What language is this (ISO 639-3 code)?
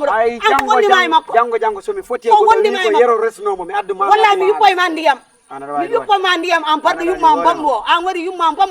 ful